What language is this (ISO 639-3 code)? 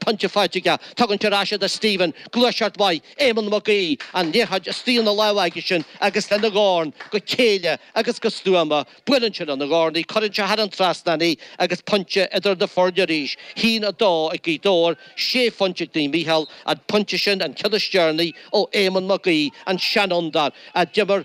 gle